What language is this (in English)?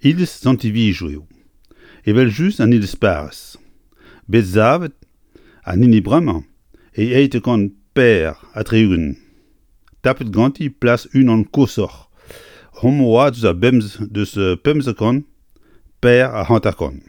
Breton